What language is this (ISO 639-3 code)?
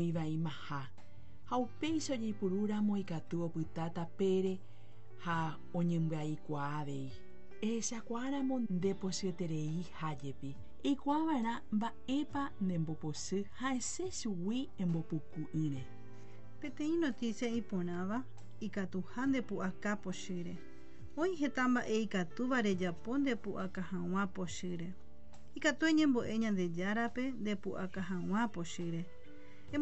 grn